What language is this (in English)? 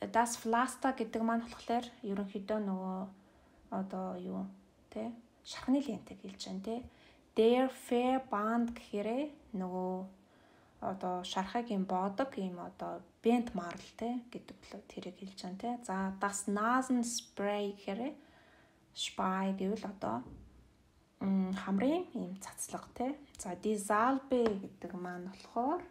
Mongolian